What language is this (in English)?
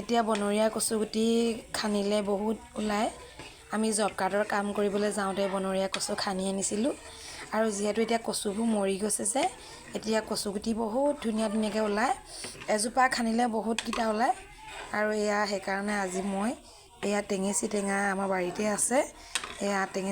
Assamese